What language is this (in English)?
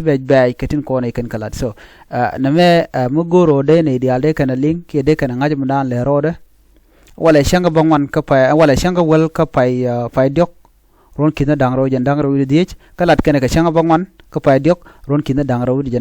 Nuer